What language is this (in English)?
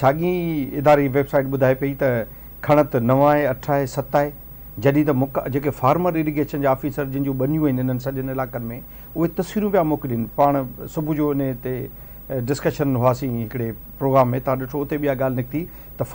Sindhi